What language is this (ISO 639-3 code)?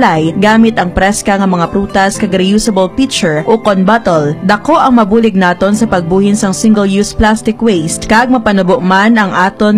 hil